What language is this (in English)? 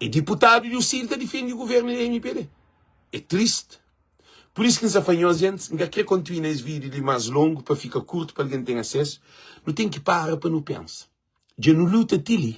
Kabuverdianu